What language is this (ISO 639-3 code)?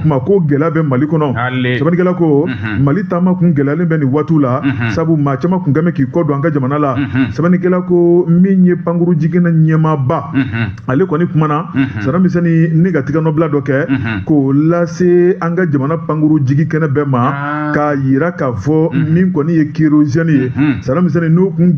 bam